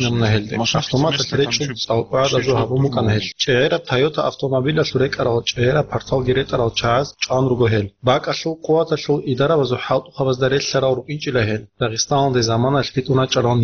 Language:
Avaric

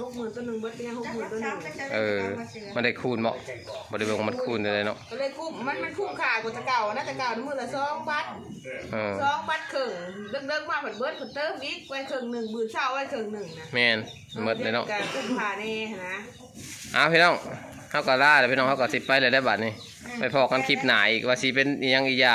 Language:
Lao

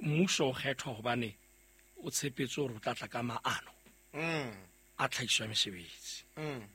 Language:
Southern Sotho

